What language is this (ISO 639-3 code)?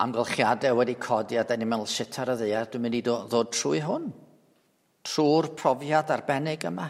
cym